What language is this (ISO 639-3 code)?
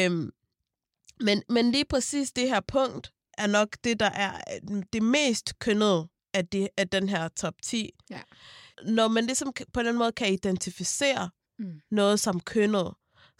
dan